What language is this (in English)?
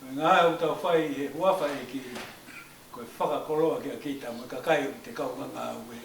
Tongan